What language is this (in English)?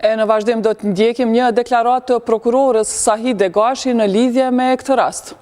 Albanian